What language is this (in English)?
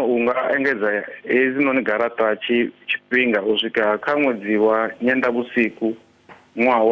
Venda